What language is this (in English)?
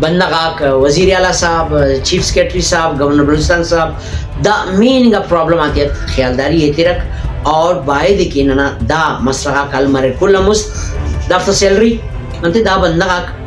Brahui